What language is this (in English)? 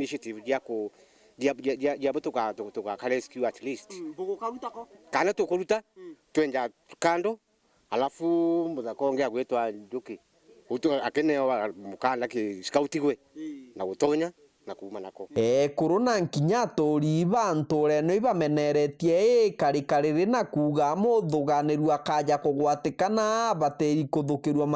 Meru